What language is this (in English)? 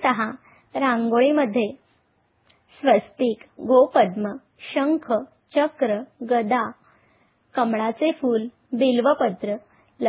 Marathi